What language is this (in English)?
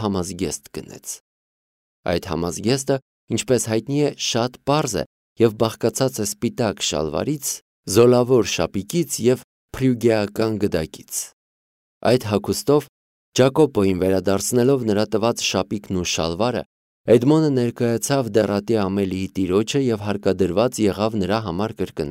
Armenian